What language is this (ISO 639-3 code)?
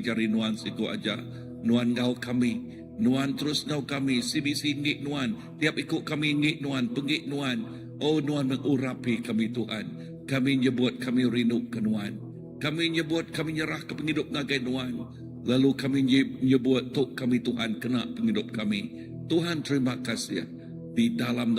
iba